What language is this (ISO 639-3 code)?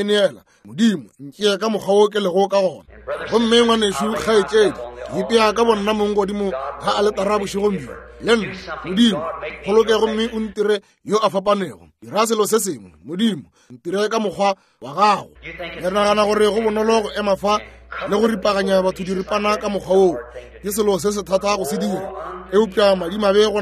nso